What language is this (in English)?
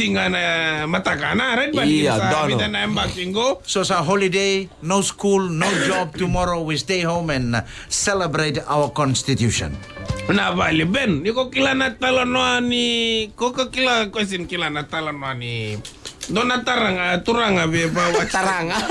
Fijian